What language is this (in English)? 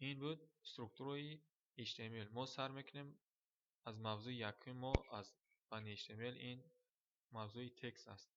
Tajik